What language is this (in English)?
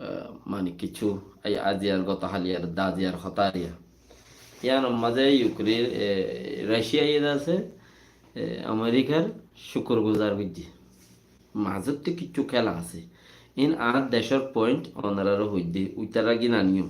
Rohingya